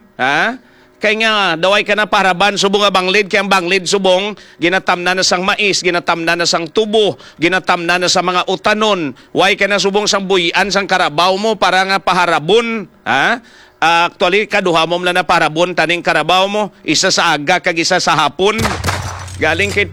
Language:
Hiligaynon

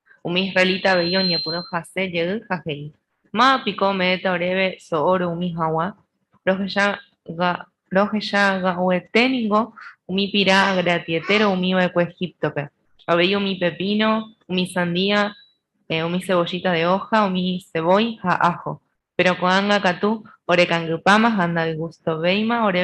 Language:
Guarani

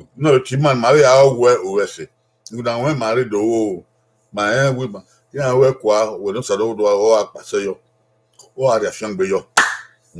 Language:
Bini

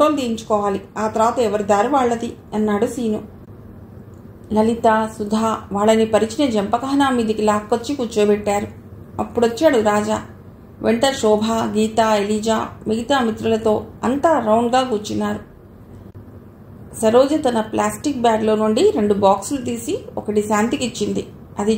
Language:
Telugu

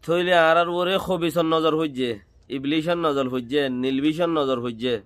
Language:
Rohingya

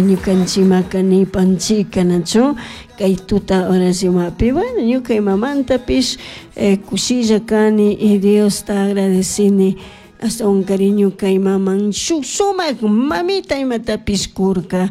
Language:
Chimborazo Highland Quichua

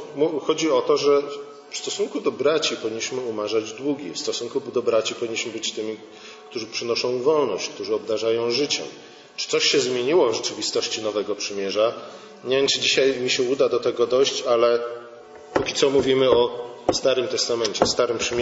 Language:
Polish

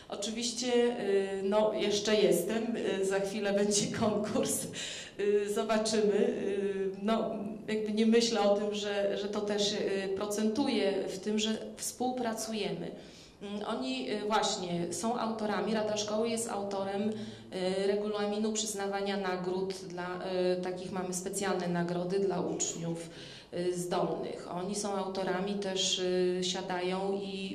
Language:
Polish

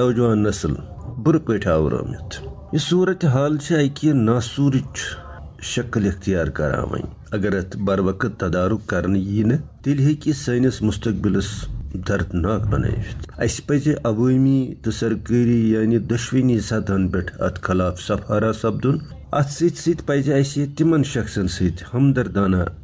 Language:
Kashmiri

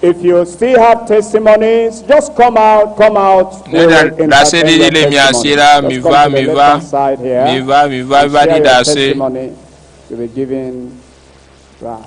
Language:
Ewe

